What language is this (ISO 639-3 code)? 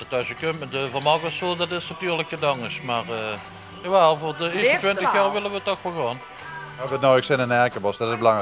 lim